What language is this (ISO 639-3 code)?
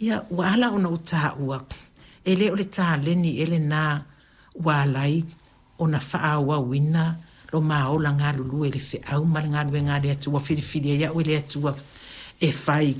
smo